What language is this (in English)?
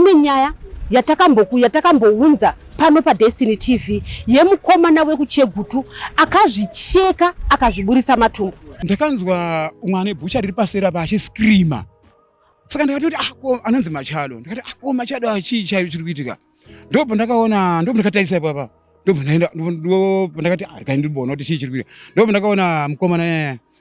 Shona